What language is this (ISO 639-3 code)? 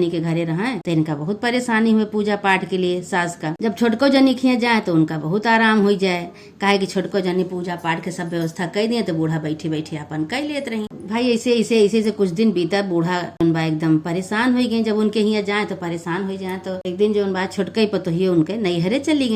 awa